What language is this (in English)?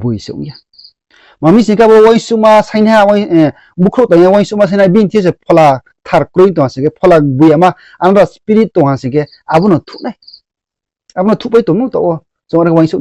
Riang (India)